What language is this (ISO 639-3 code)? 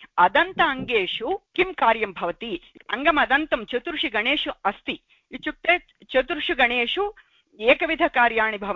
san